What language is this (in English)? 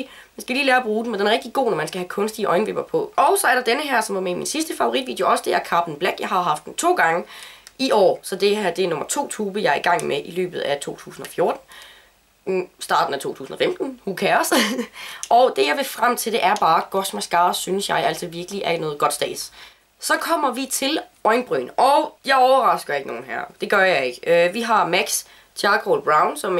Danish